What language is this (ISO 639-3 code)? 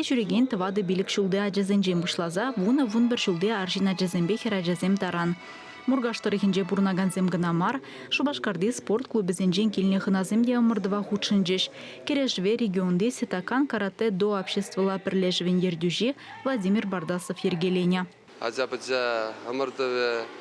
chv